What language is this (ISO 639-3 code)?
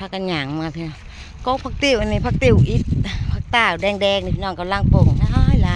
tts